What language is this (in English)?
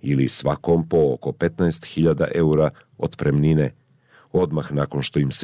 Bosnian